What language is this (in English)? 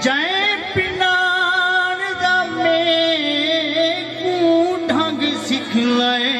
Saraiki